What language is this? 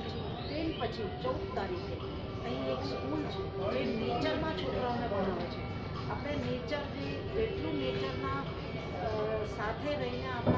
Gujarati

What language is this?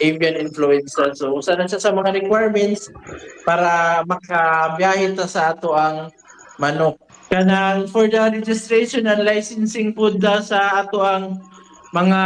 Cebuano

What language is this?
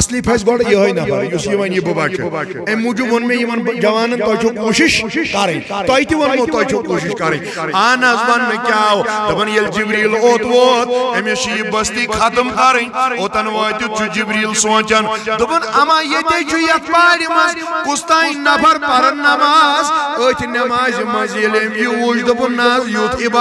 Kashmiri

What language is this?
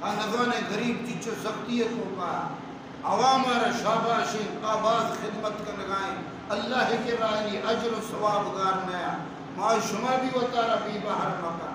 Baluchi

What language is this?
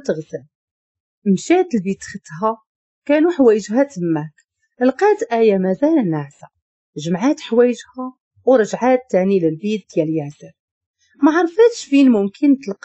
Moroccan Arabic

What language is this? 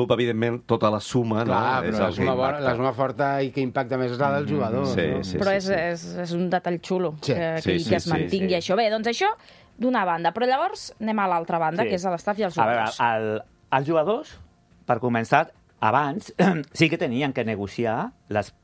Catalan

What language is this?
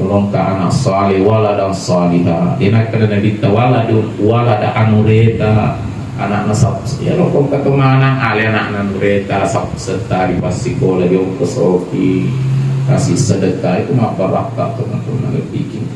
Buginese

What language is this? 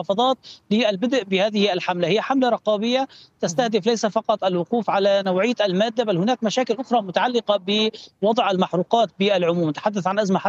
Arabic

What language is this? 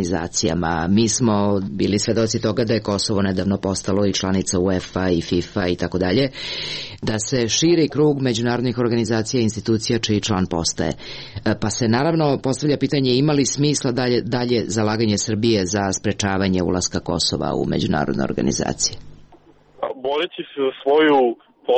Serbian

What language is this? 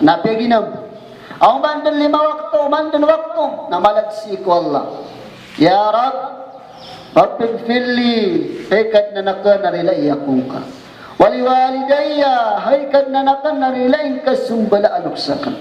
Maranao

